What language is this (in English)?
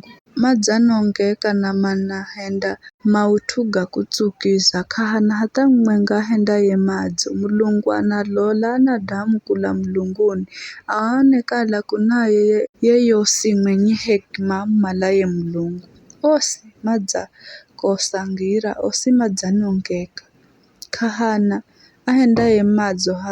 Giryama